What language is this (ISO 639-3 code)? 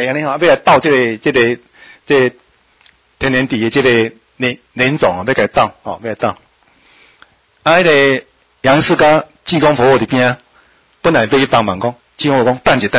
nan